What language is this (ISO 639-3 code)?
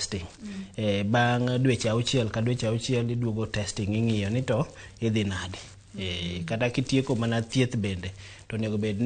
luo